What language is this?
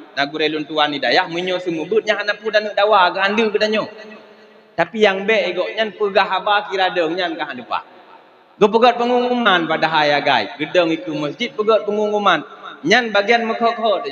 Achinese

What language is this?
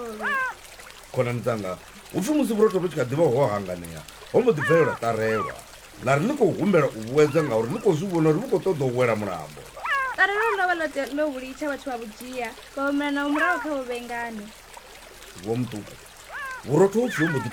Venda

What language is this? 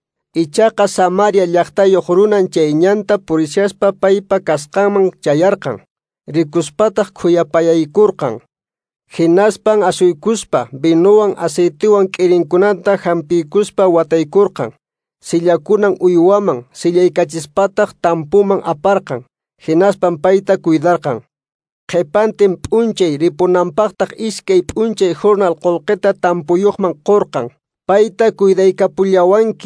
Quechua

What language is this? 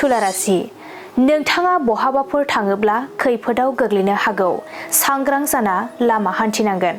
Bodo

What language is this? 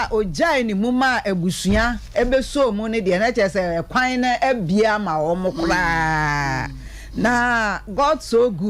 Akan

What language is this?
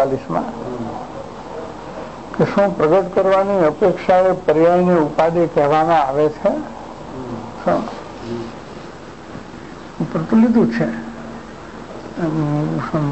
Gujarati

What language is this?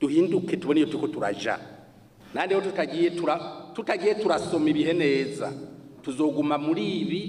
Rundi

